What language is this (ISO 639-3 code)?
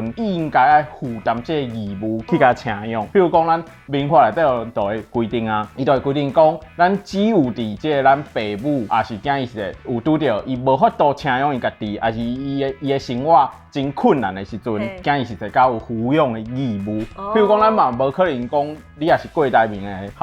nan